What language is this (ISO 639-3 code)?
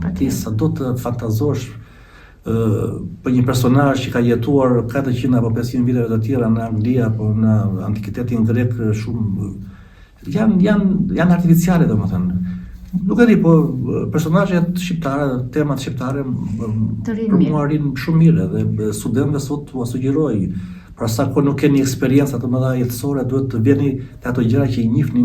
sqi